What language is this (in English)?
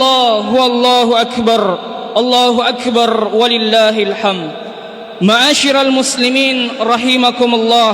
Makasar